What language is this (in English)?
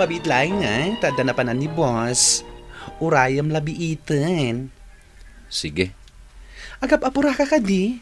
Iloko